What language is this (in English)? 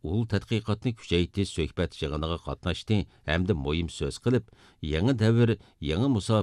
Uyghur